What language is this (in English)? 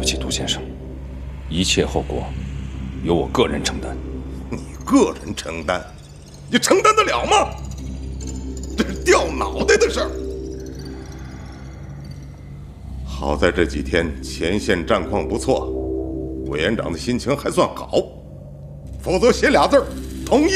Chinese